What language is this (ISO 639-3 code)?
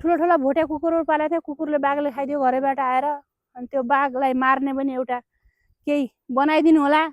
nep